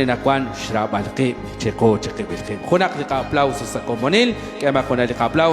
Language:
Kekchí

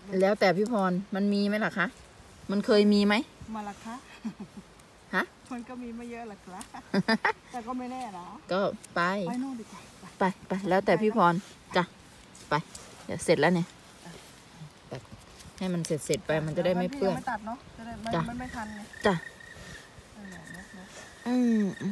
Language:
Thai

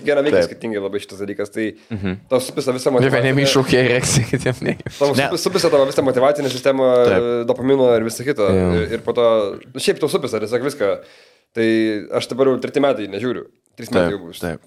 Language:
Lithuanian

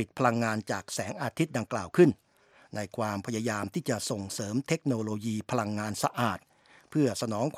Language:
Thai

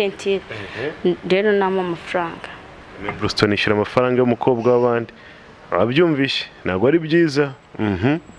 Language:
Kinyarwanda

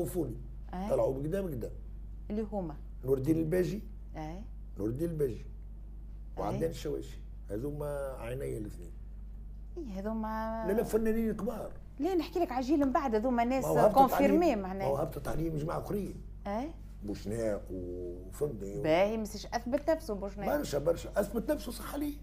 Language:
Tunisian Arabic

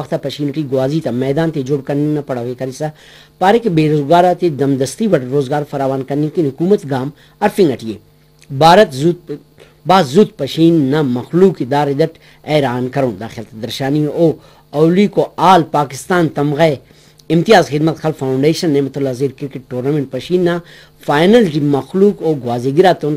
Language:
Brahui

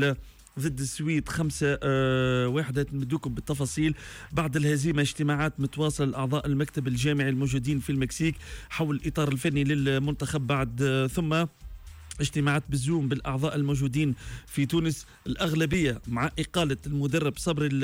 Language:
Tunisian Arabic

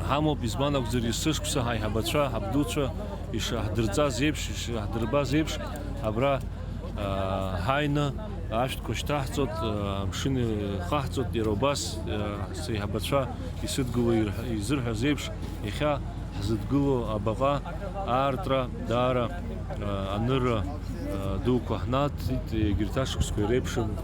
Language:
Abkhazian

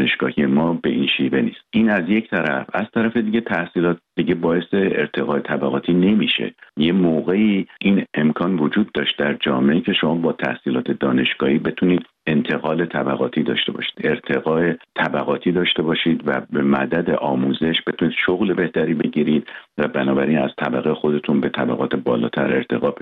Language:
Persian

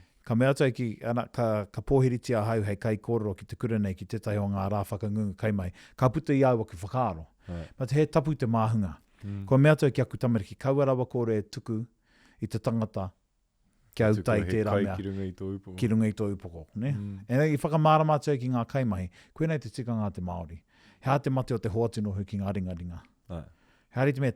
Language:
Māori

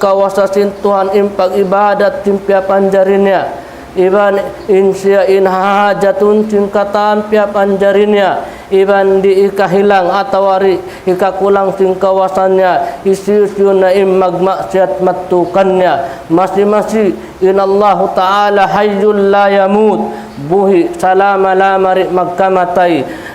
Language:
Tausug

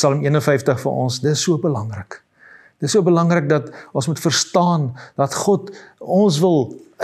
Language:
Afrikaans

